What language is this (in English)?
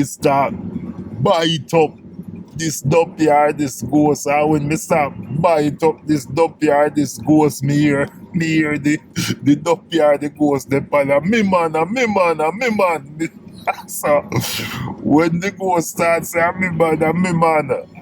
Jamaican Creole English